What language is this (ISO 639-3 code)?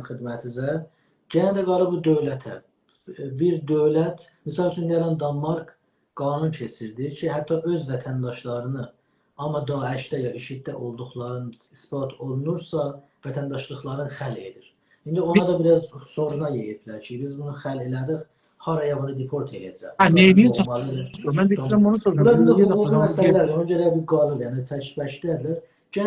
azb